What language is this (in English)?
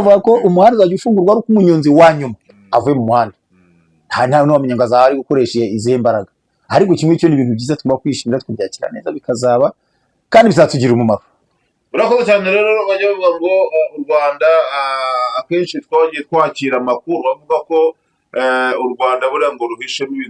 Kinyarwanda